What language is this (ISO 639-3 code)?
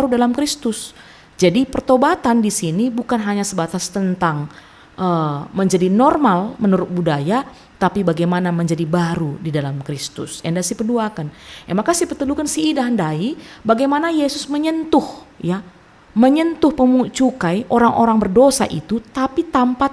btx